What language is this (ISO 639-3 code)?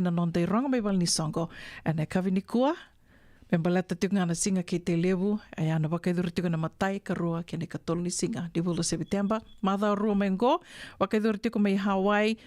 fij